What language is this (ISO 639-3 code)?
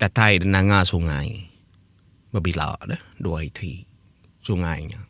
iba